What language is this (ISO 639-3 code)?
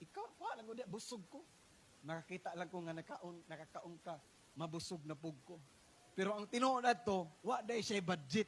ceb